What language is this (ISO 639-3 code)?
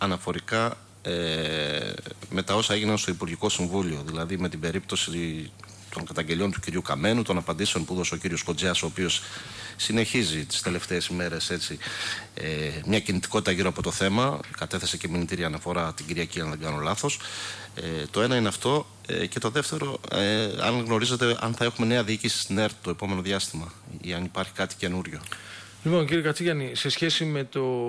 ell